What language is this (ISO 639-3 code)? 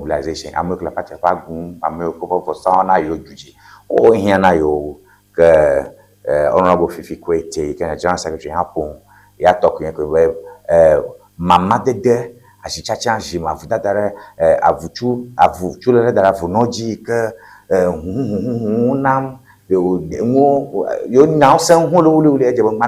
ewe